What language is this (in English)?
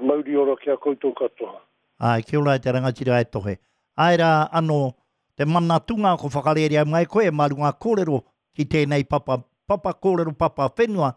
Māori